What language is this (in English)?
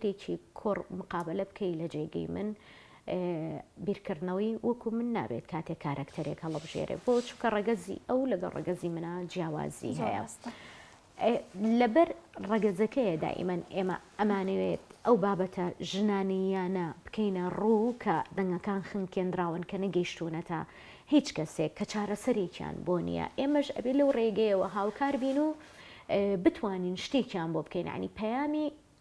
Central Kurdish